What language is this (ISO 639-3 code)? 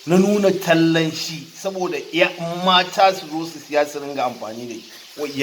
hau